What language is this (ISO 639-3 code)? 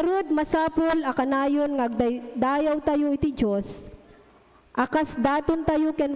ilo